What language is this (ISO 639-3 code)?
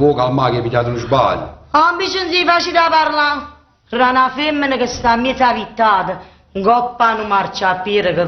nap